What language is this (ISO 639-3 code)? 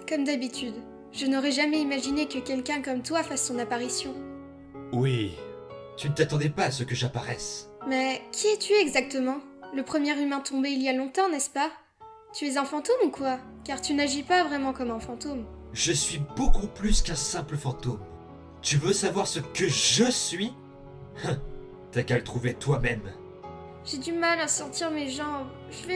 fra